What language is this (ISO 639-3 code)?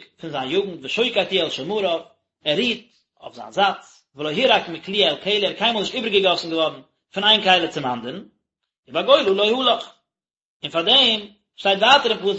yid